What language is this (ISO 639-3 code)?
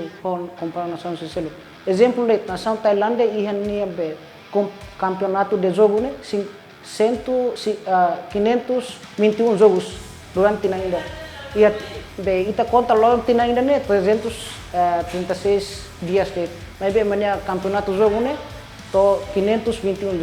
tet